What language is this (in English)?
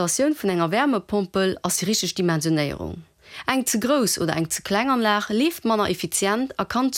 Luxembourgish